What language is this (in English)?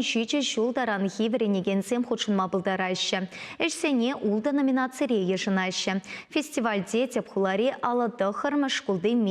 Chuvash